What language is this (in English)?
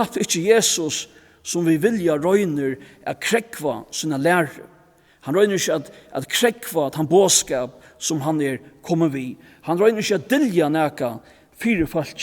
Faroese